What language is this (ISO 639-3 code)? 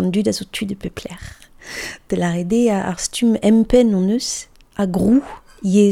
bre